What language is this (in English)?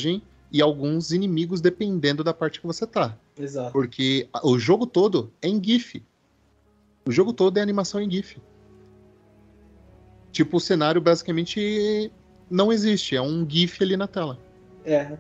Portuguese